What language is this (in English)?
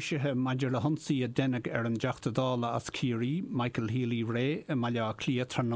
Irish